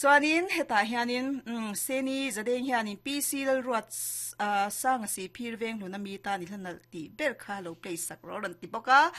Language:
Mizo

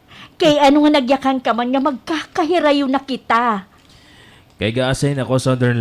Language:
Waray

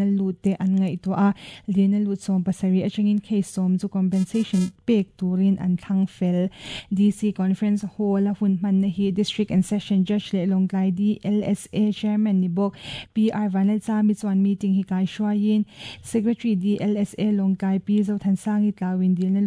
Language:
Mizo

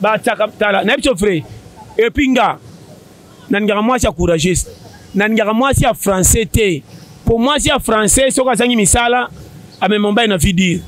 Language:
Lingala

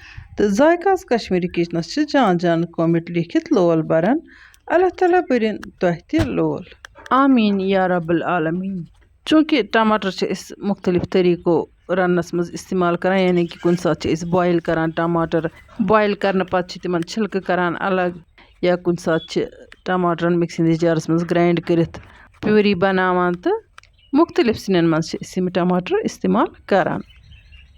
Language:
Kashmiri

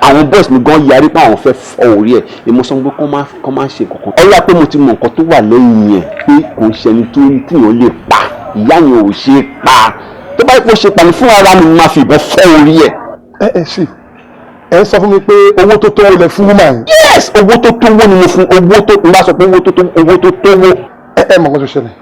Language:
Yoruba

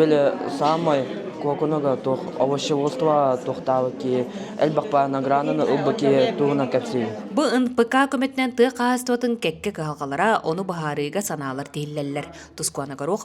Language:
Yakut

